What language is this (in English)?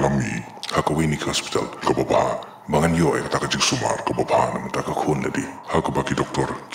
Khasi